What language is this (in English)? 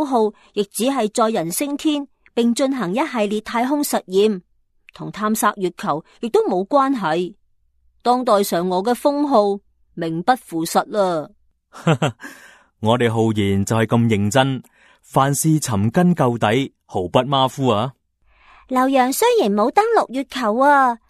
Cantonese